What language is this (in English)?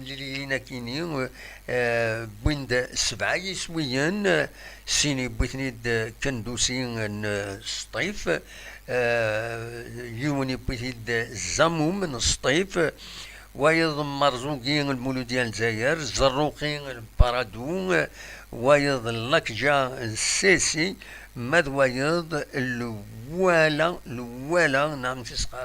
Kabyle